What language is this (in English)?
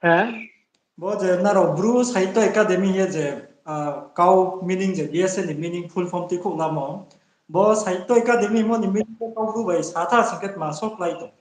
Riang (India)